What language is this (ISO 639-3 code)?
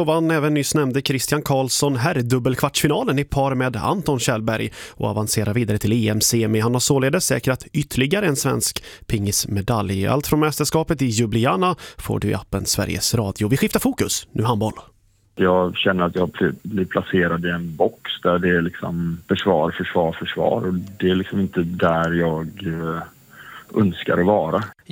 swe